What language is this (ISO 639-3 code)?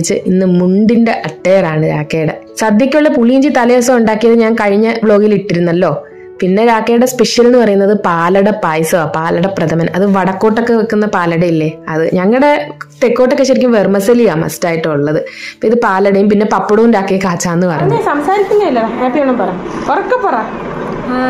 mal